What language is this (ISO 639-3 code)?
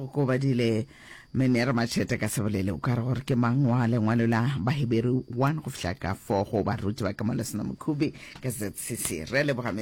nso